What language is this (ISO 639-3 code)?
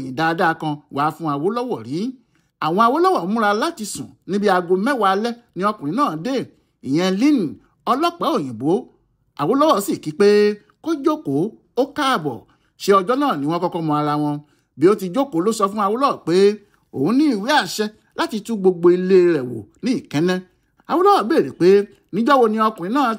yor